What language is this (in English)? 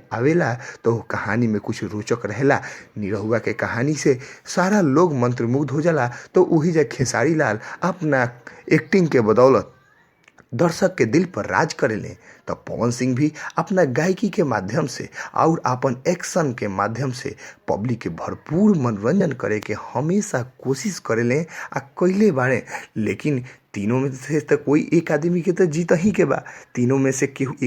Bhojpuri